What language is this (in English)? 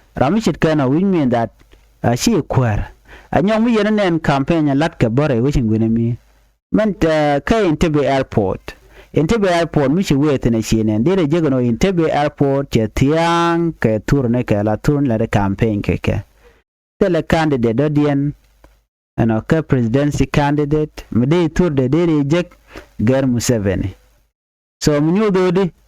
Nuer